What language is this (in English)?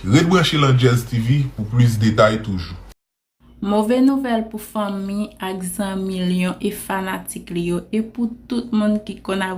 Haitian Creole